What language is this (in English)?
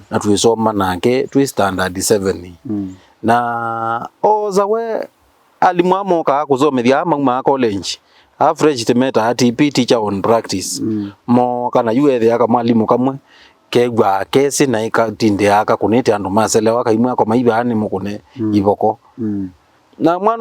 Kamba